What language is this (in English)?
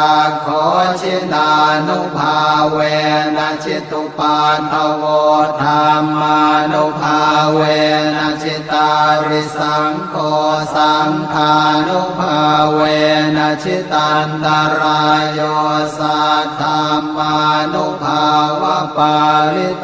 Pali